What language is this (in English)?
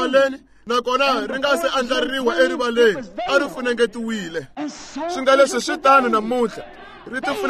Tsonga